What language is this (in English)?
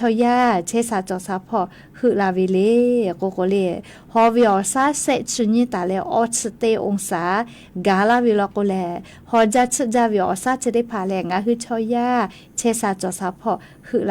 Lahu